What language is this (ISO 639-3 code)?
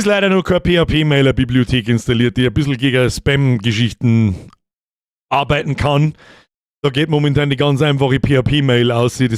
bar